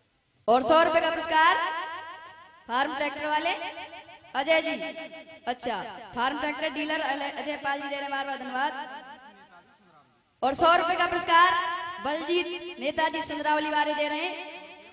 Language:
Hindi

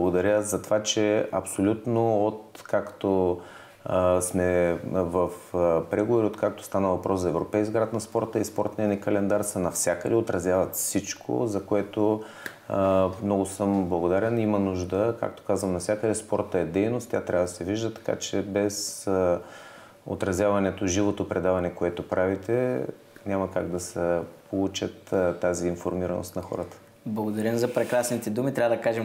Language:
Bulgarian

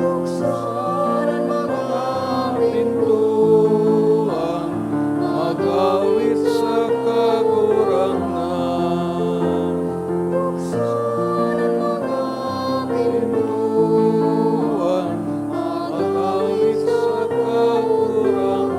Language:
Bikol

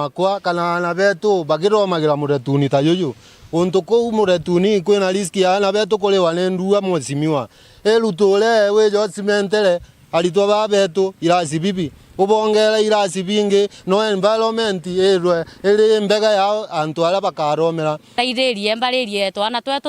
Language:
Meru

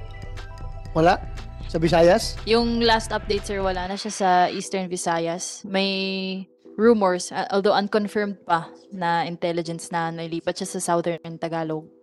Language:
Filipino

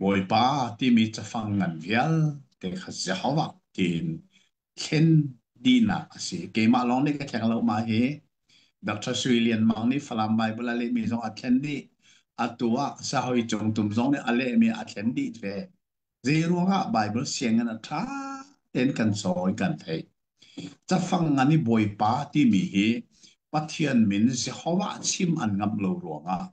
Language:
Hakha Chin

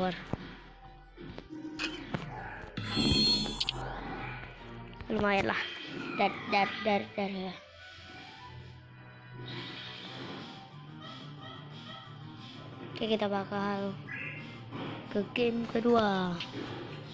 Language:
Indonesian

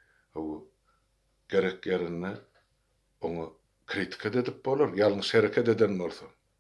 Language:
Turkmen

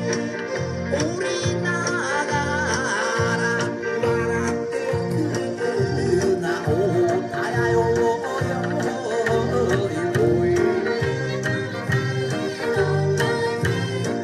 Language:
Japanese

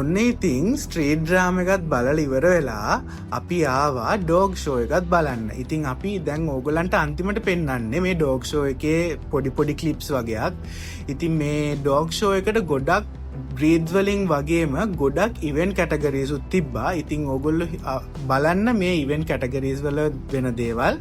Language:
Sinhala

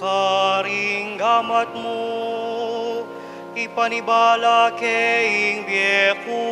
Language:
Pampanga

